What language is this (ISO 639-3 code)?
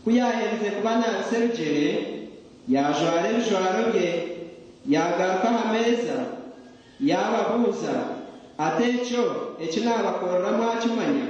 nyn